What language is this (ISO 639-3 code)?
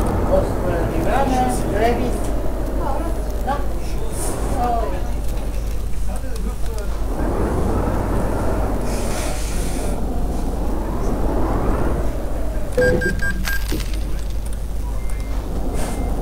ron